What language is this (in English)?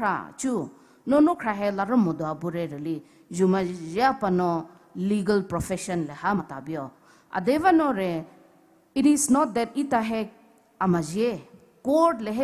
Poumei Naga